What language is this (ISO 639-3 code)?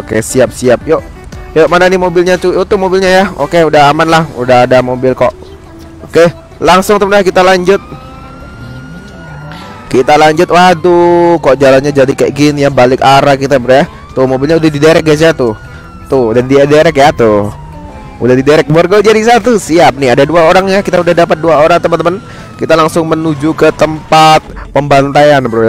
ind